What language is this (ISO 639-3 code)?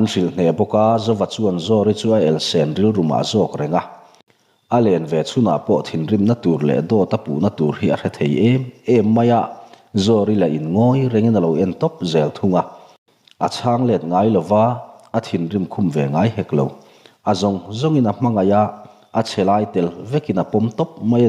lus